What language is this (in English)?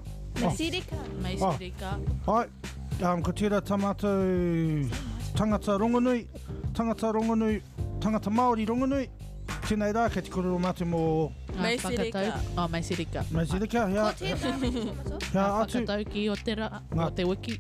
Māori